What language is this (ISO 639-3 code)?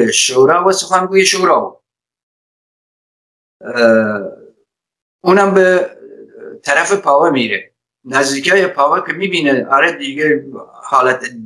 fas